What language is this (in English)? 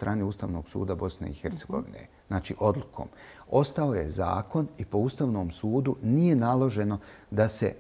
Bosnian